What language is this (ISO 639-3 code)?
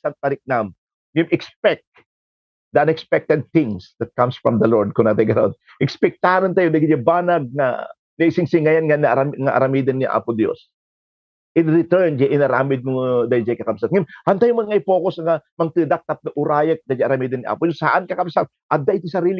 ilo